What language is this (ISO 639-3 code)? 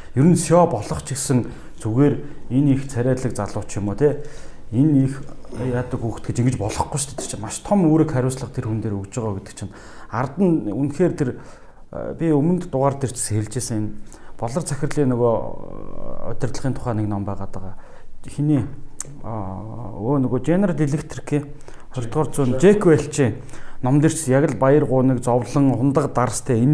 mon